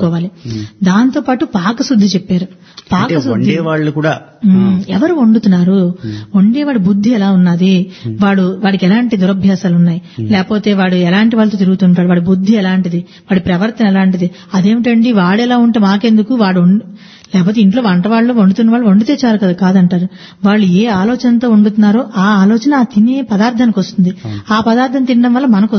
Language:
Telugu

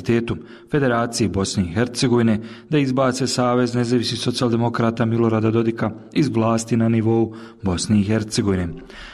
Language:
Bosnian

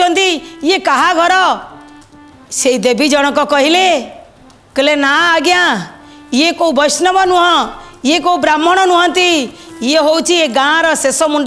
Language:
Odia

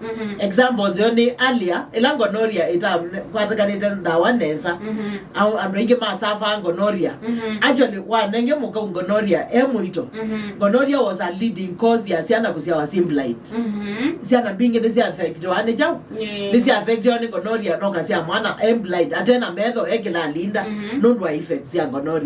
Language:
Kamba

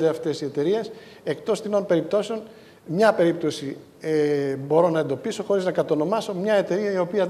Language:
Greek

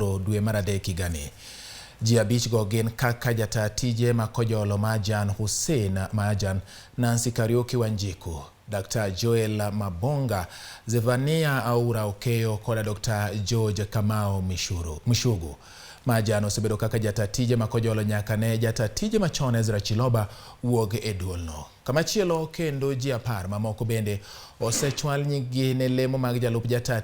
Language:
Luo (Kenya and Tanzania)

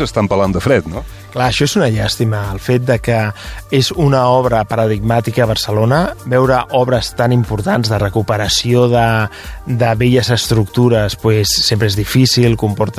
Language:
Catalan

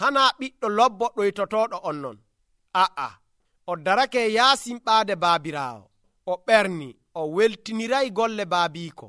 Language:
Nigerian Fulfulde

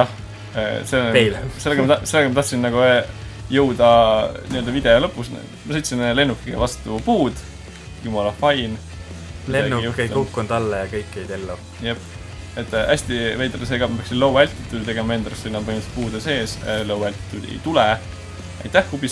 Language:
Estonian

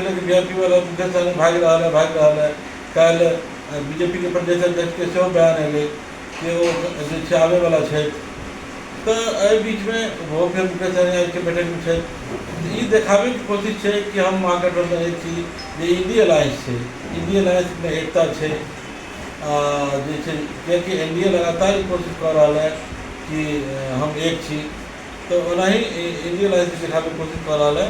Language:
Maithili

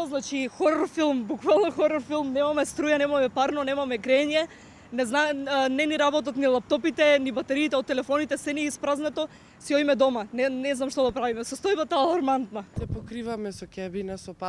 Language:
Macedonian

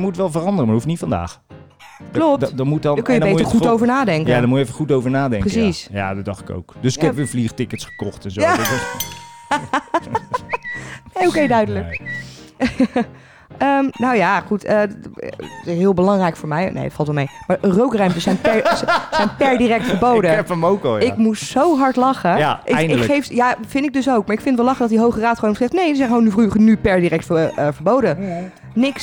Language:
Dutch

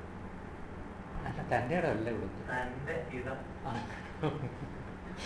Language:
Malayalam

